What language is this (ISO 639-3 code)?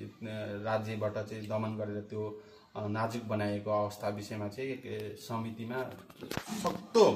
nep